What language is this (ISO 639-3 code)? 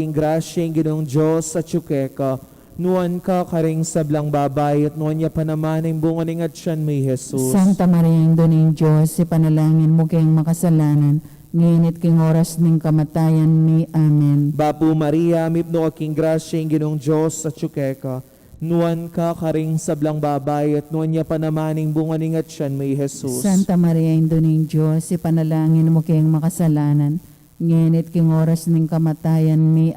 pam